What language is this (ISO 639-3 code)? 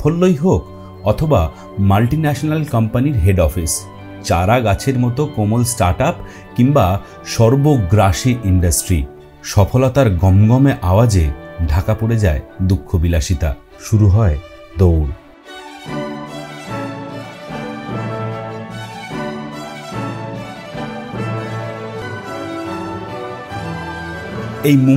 ben